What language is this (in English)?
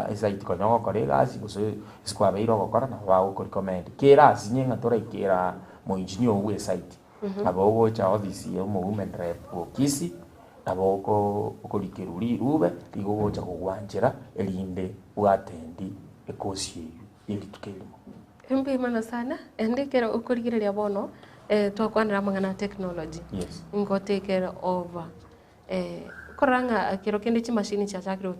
Gusii